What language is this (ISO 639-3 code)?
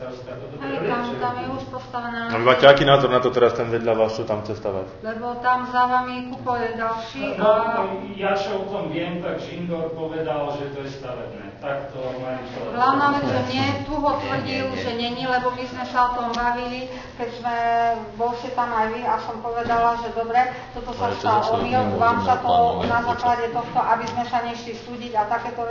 slk